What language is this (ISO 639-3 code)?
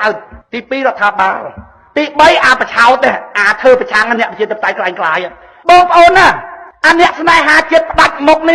khm